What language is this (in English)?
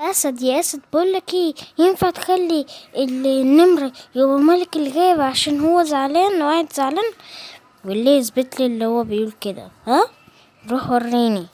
Egyptian Arabic